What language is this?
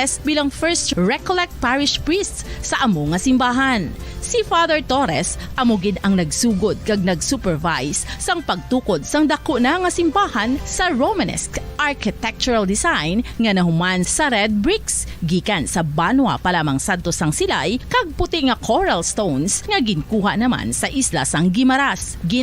Hiligaynon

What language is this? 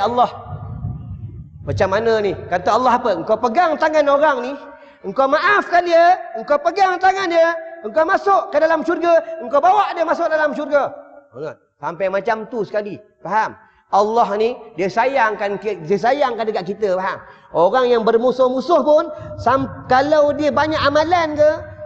Malay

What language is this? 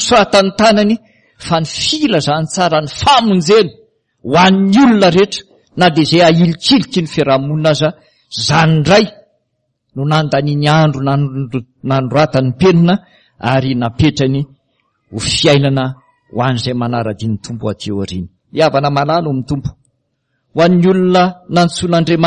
Malagasy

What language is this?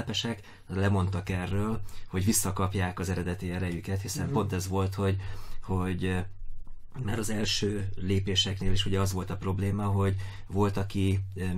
Hungarian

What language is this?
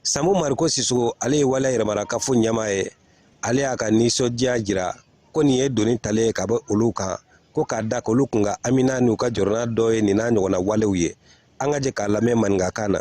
Bambara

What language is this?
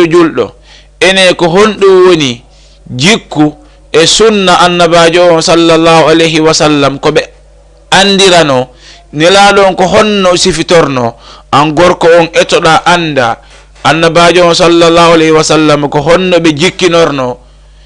Fula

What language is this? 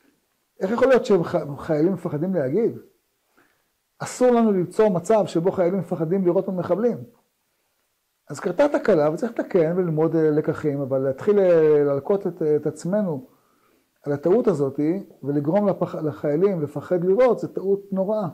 Hebrew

